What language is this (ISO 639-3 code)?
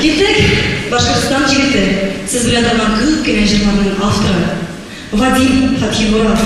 tat